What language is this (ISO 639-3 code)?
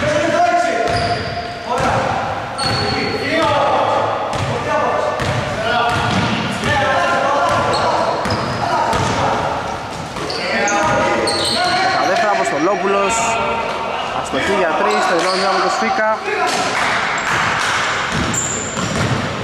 ell